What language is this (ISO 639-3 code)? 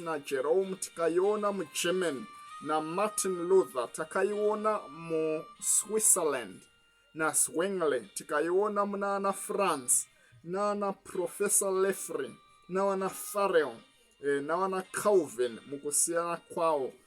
sna